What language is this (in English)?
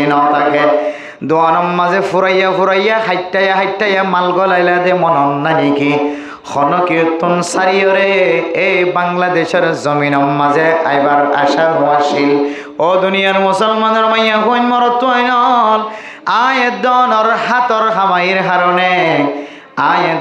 Rohingya